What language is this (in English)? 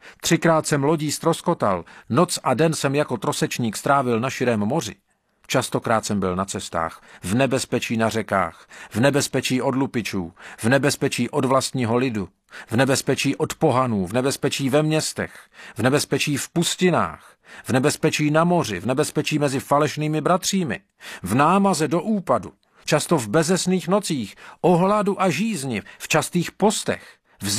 Czech